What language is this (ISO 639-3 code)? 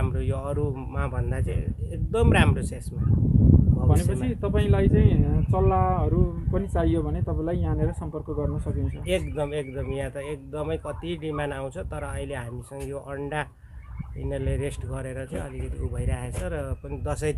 nep